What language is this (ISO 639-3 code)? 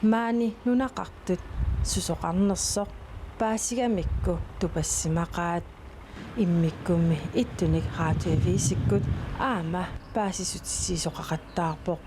kal